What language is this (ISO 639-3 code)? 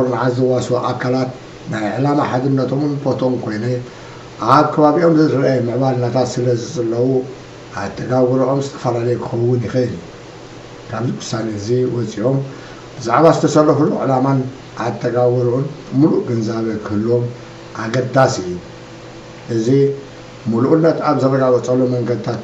tir